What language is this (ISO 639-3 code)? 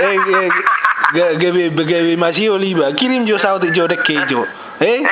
bbc